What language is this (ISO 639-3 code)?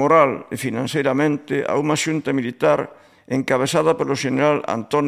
glg